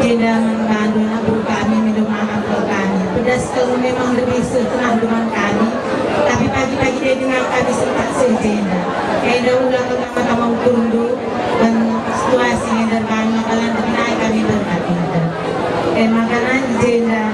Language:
Batak Karo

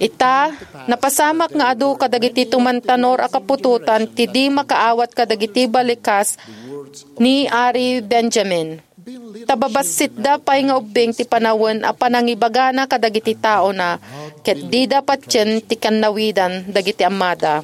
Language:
Iloko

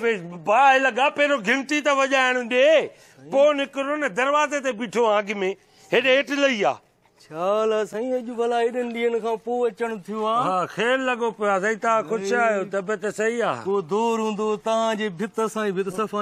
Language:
Sindhi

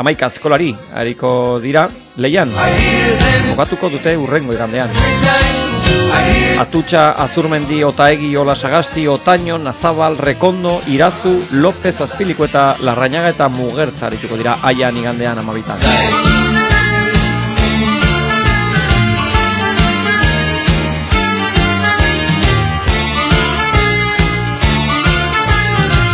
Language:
Basque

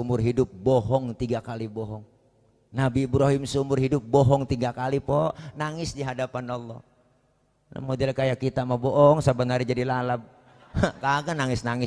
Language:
Betawi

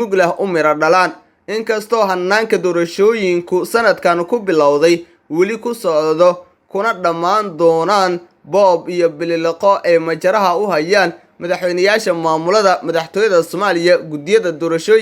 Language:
Somali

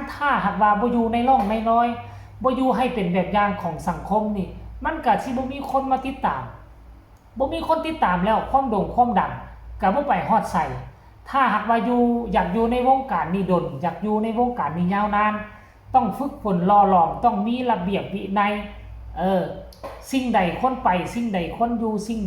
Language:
Northeastern Thai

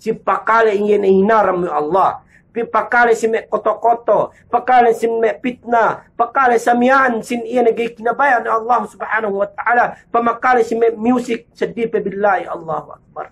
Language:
Yakan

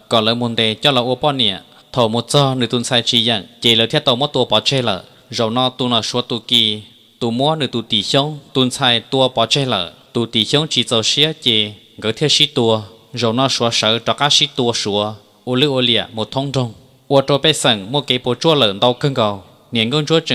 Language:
Hmong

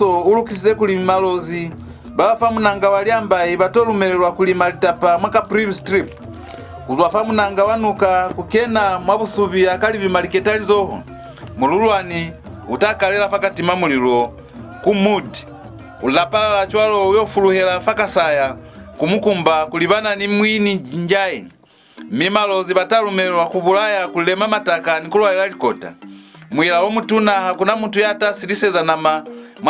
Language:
Lozi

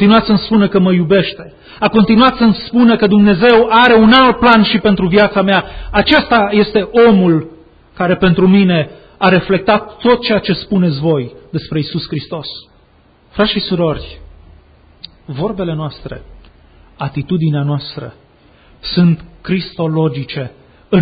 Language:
Romanian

